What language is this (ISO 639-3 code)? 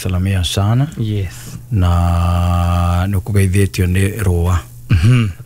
kik